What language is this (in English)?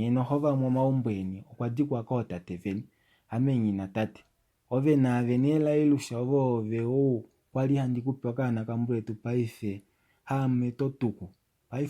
Kuanyama